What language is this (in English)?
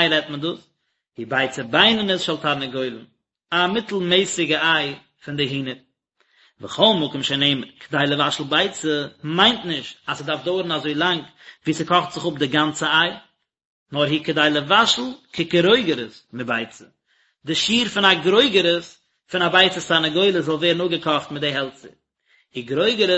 Yiddish